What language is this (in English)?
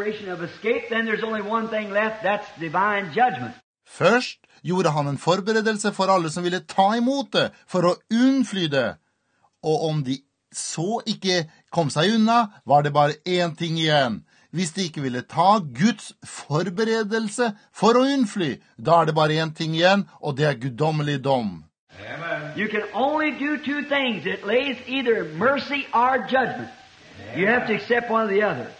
Norwegian